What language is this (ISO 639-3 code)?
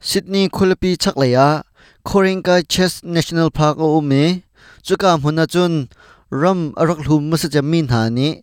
cnh